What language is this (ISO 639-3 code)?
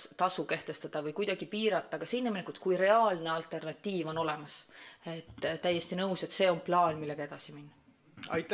est